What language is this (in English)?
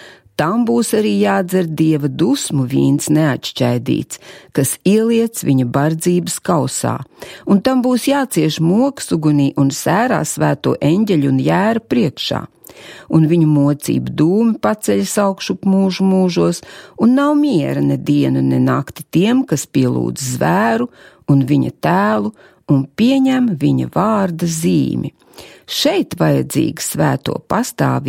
Latvian